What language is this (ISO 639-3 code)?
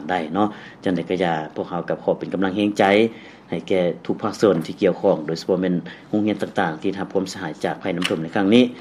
lao